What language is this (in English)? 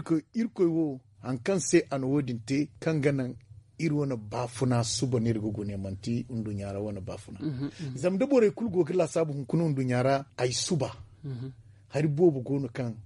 Zarma